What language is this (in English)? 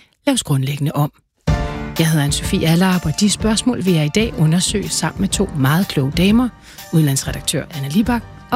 Danish